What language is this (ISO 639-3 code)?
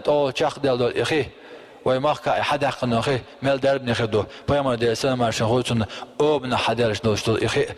che